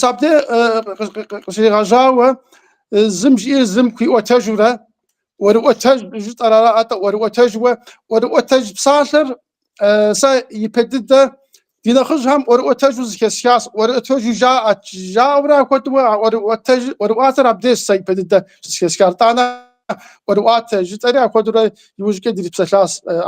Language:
Kabardian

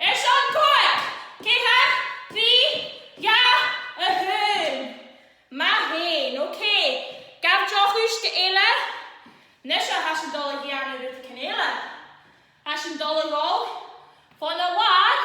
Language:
Scottish Gaelic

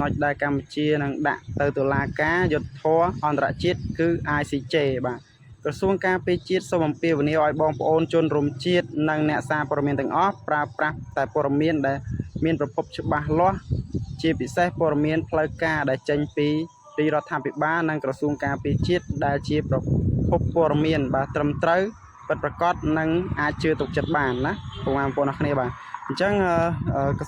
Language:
Khmer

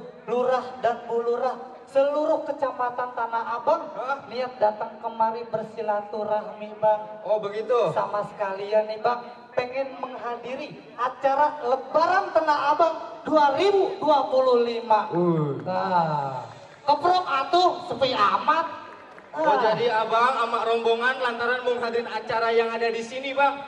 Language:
Betawi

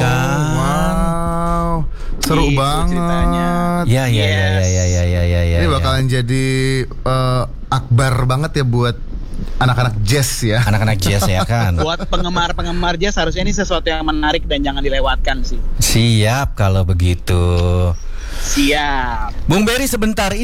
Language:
Indonesian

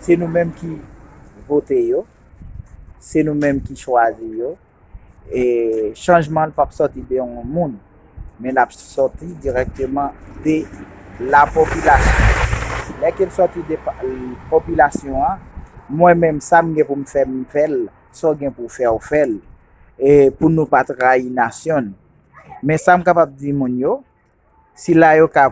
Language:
Haitian Creole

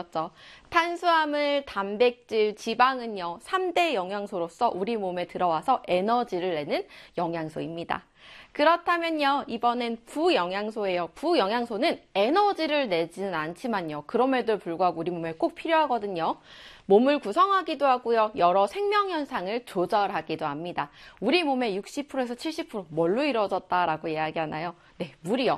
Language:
Korean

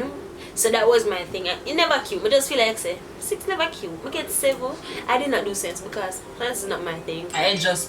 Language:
Jamaican Creole English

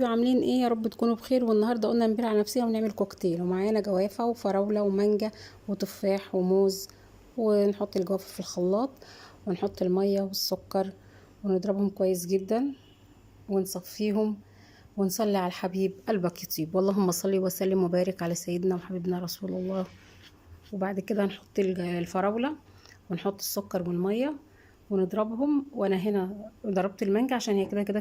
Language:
Egyptian Arabic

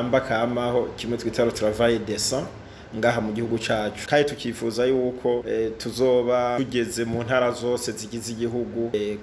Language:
Rundi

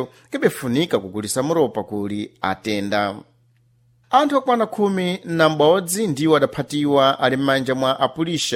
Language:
Sena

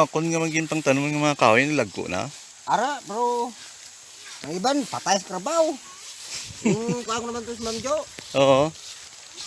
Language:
Hiligaynon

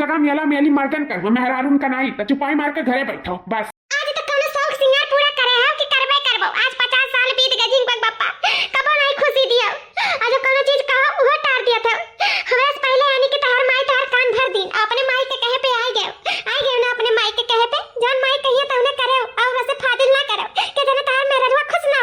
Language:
Awadhi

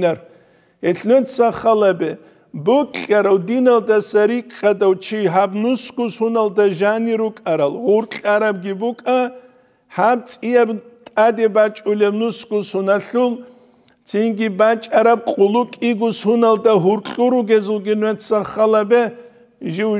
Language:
Avaric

